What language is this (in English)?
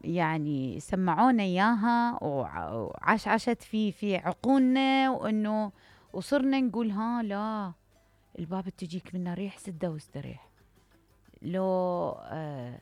Mesopotamian Arabic